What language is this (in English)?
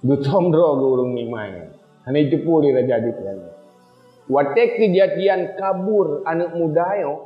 Achinese